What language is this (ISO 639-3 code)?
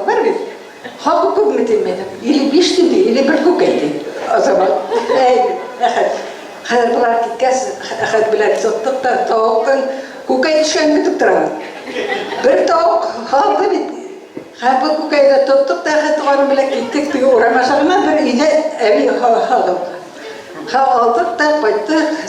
bak